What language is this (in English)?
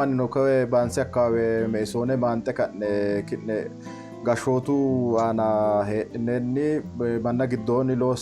Sidamo